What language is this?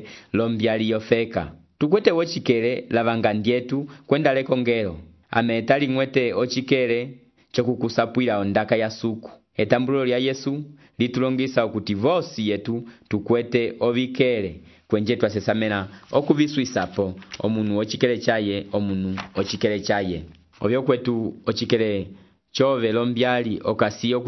Umbundu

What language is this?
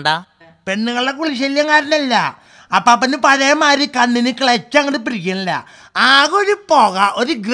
Malayalam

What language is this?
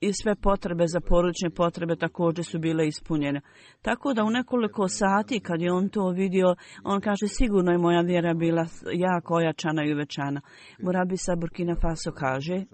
Bosnian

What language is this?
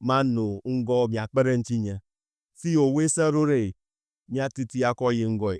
Ewe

